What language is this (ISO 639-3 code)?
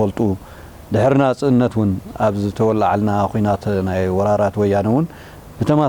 tir